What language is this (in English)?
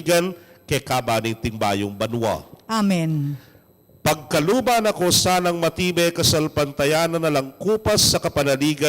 Pampanga